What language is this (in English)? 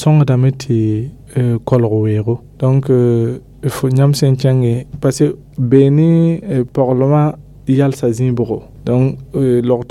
Mossi